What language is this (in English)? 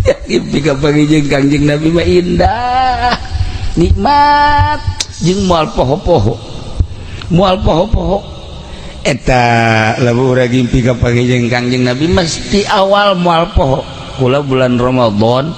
Sundanese